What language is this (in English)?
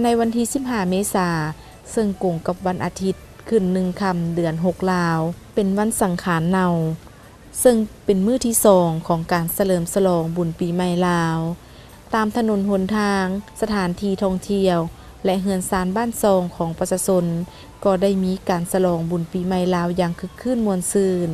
Lao